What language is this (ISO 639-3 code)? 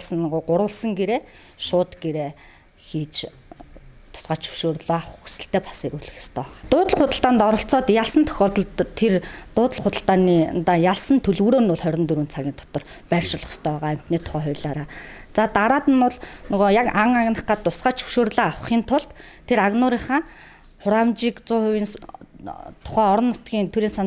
mon